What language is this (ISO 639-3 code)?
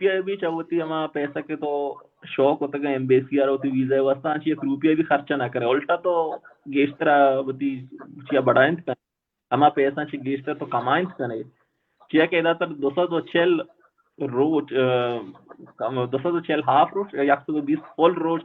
bal